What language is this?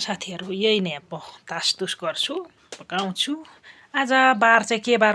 Nepali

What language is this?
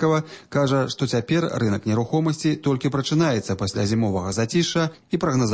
Belarusian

